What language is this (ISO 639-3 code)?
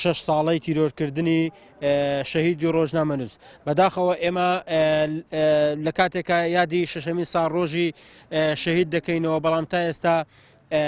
ckb